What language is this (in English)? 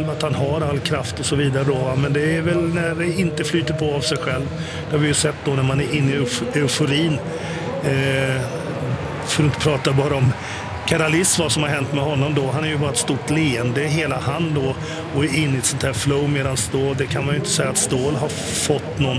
Swedish